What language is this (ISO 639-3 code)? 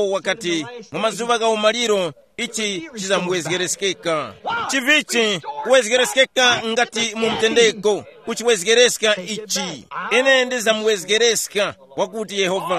tum